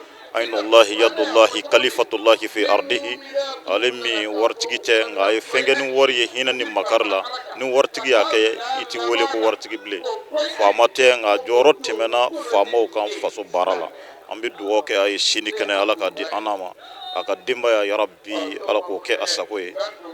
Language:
Bambara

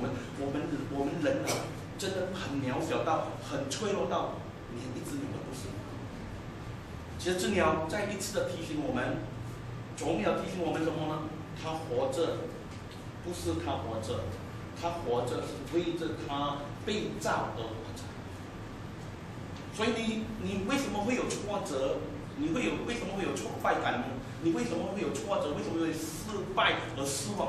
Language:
Chinese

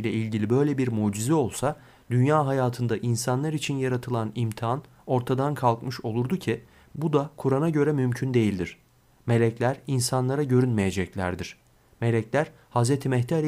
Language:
Turkish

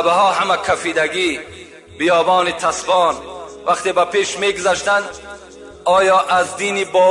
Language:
Tajik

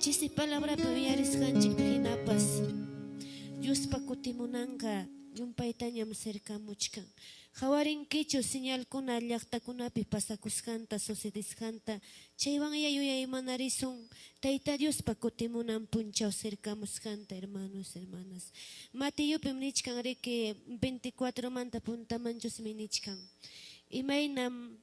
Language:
Ayacucho Quechua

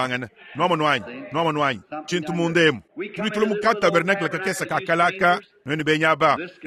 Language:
Luba-Lulua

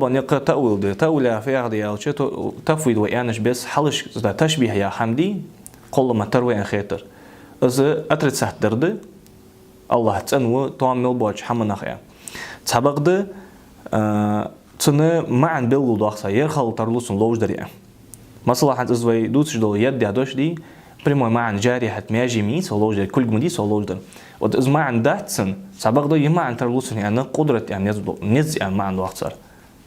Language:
Ingush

